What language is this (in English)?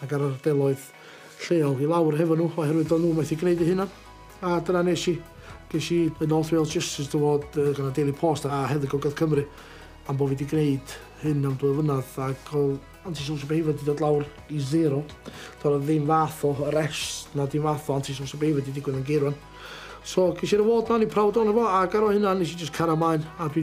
Welsh